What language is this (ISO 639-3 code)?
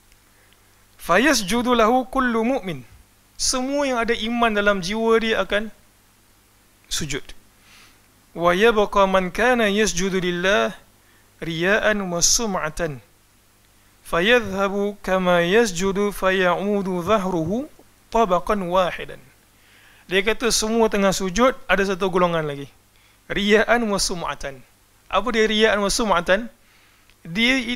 msa